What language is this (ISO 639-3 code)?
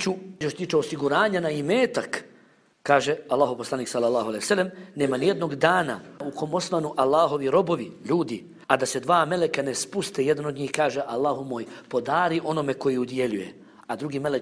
bos